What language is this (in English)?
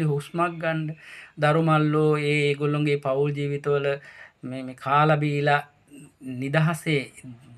Sinhala